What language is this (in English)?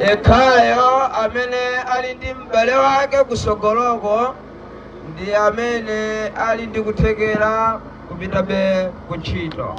Nyanja